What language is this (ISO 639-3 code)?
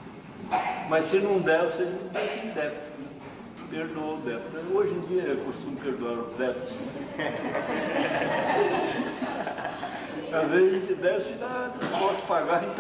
por